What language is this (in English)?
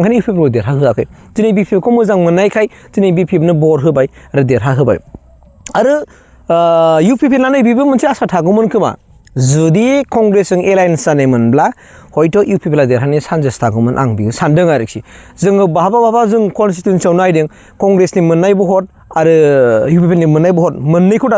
Bodo